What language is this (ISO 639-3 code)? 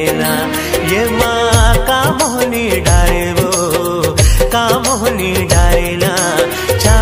hne